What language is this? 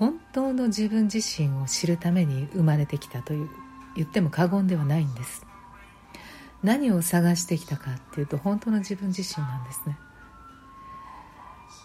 Japanese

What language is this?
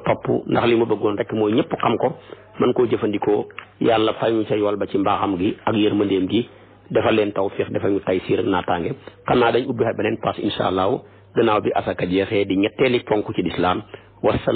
Wolof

